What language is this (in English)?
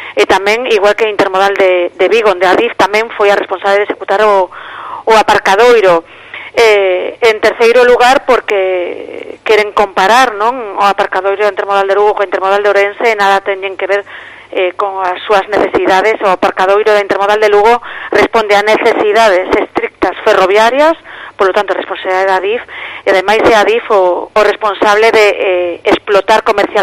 Galician